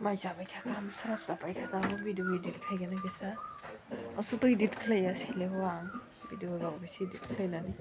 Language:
Kok Borok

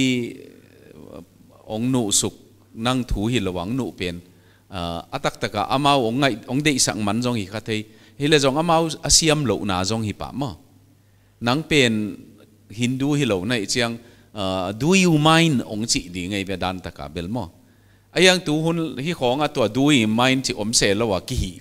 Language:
Paite Chin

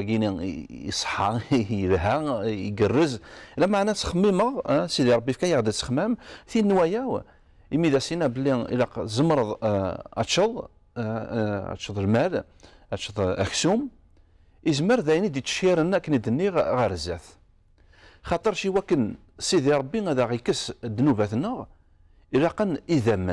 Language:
Kabyle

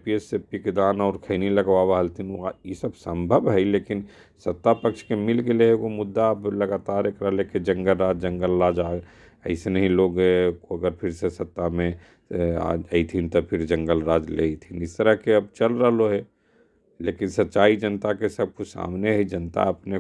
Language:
Magahi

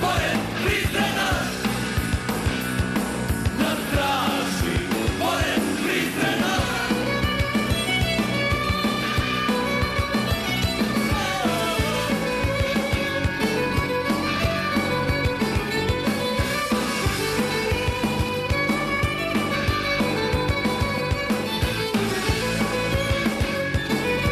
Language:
Serbian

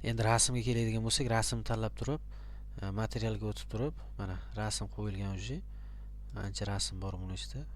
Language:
Uzbek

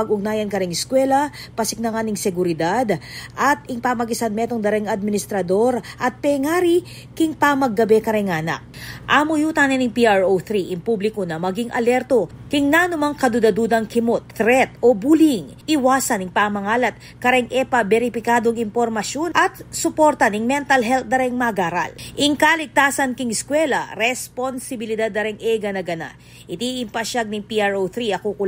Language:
Pampanga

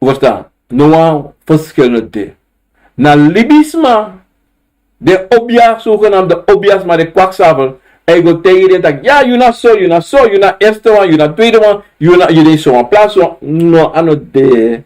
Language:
Sranan Tongo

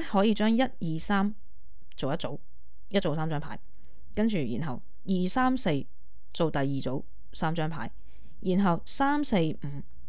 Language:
Cantonese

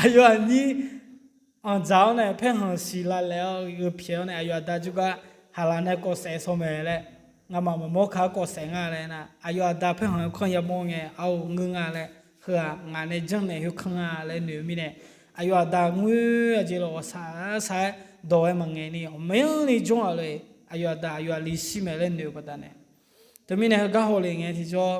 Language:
Akha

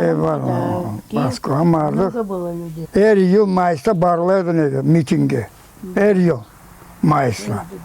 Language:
Crimean Tatar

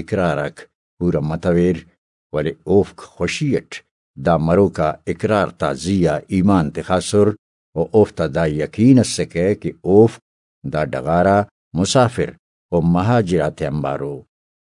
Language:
Brahui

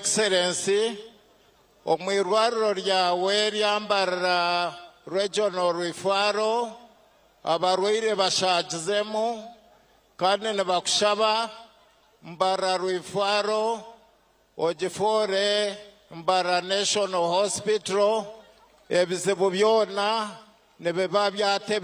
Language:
Nyankole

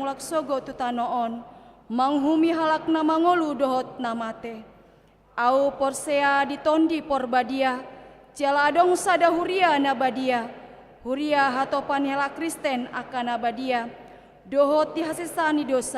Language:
Batak Toba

